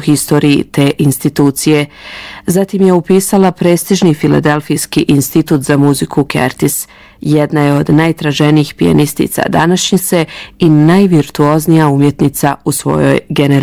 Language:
Bosnian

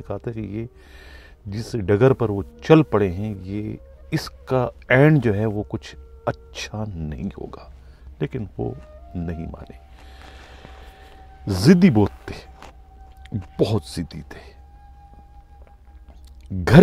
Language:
Urdu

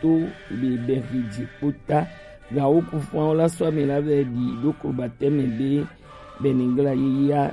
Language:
Gen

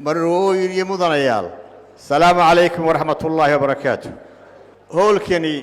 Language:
Somali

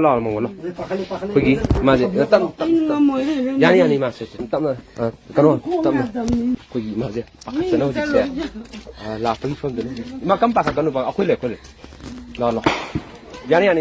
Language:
Manipuri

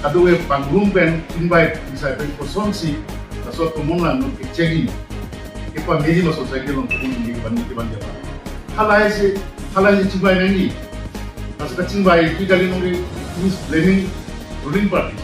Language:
Karbi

